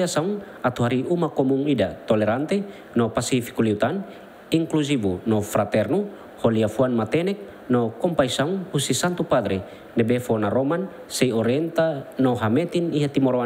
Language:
Tetum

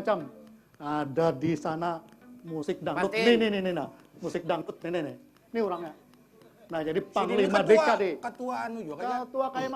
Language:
Banjar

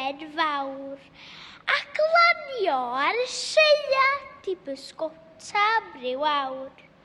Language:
Welsh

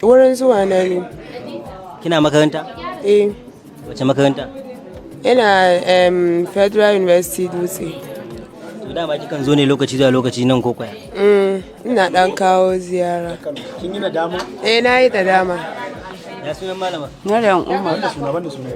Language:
Hausa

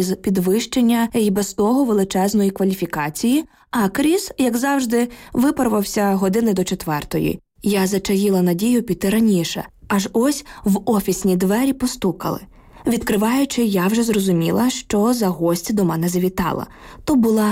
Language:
Ukrainian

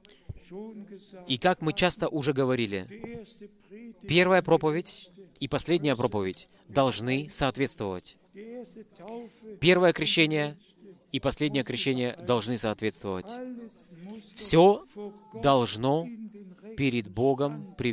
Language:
Russian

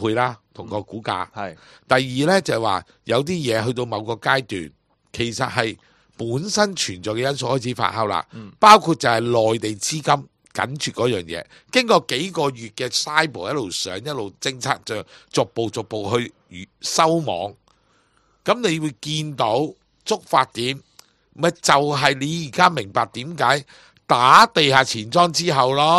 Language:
Cantonese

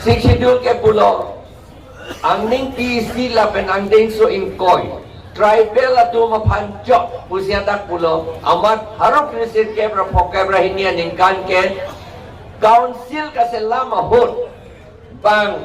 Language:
Karbi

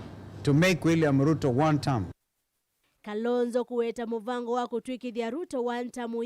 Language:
Kamba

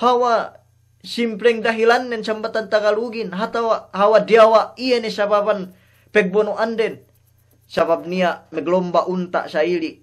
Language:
Yakan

